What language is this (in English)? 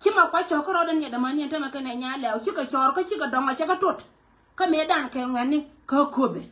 Nuer